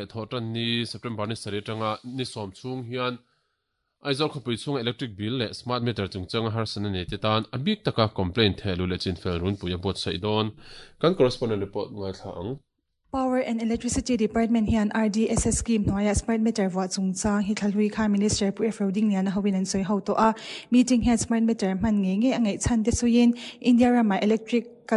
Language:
Mizo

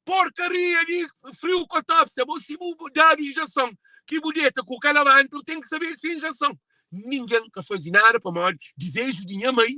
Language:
Kabuverdianu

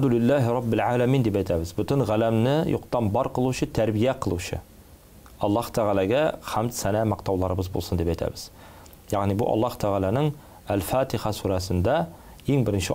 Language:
Tatar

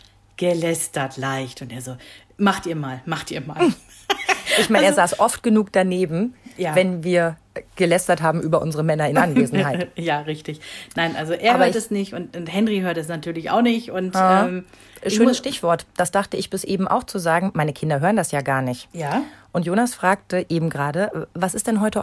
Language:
German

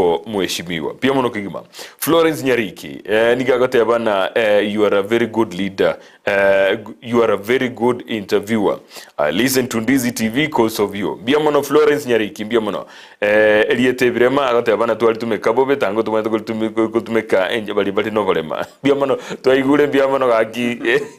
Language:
Gusii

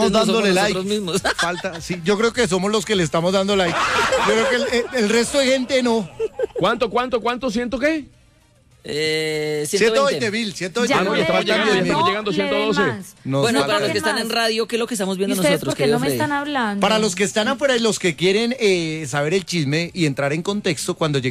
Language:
Spanish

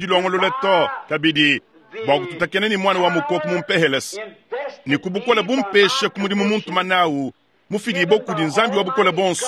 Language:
Luba-Lulua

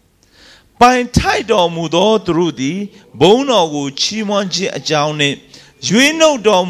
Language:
Burmese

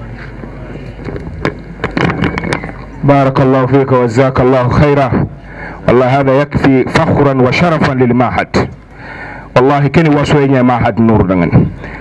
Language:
Arabic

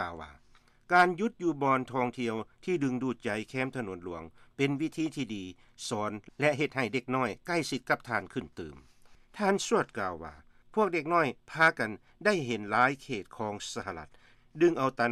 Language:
Lao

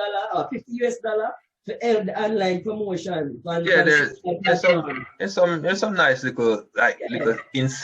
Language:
Jamaican Creole English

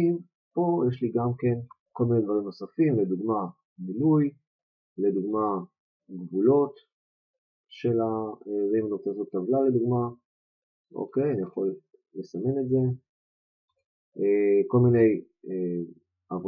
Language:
Hebrew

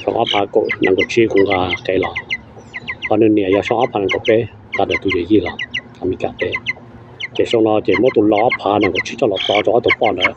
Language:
Hmong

